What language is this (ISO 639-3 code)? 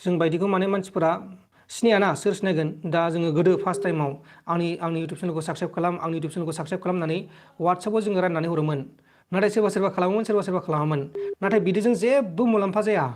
brx